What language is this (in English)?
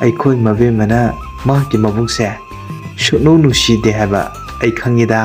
Manipuri